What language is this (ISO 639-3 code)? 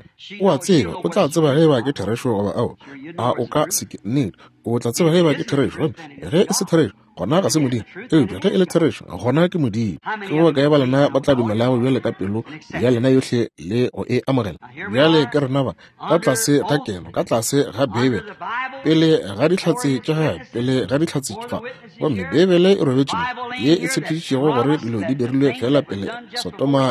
nso